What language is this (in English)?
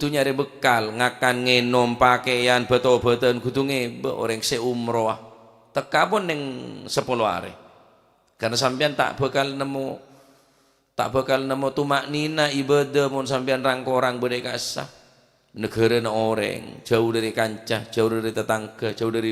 Madurese